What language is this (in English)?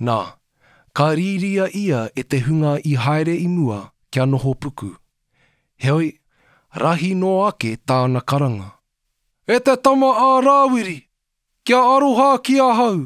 Māori